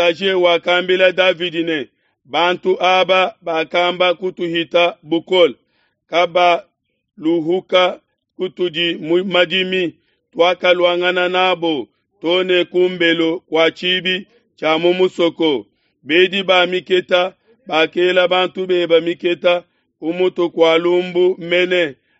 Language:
Luba-Lulua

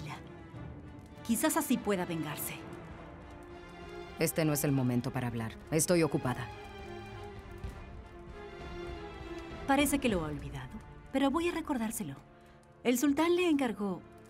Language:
Spanish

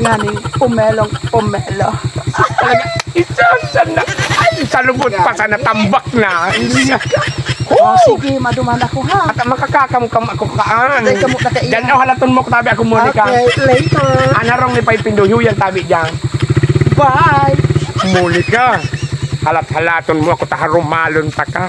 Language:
Bikol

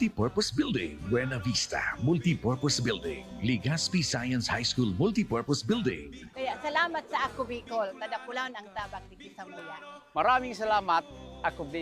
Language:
Bikol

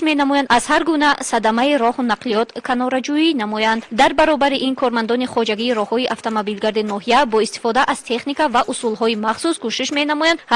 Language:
Tajik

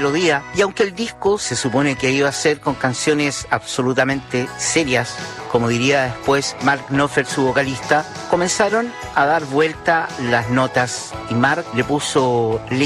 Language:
Spanish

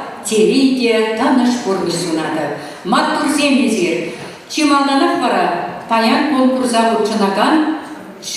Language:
Chuvash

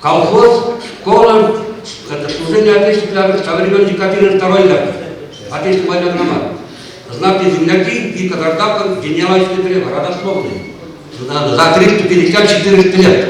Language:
Chuvash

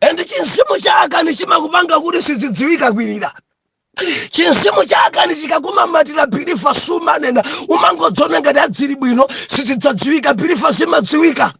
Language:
Nyanja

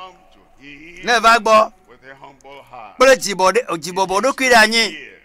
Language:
Ewe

